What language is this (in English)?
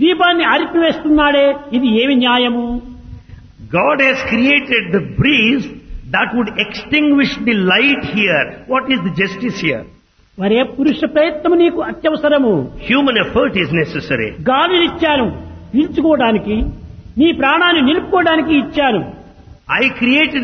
Telugu